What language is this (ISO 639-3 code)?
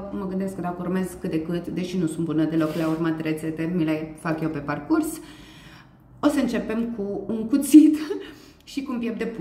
ron